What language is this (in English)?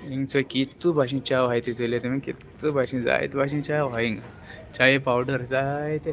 Konkani